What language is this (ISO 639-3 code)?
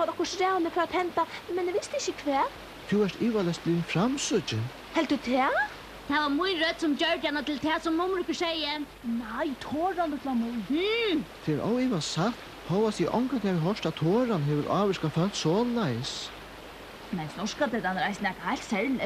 fao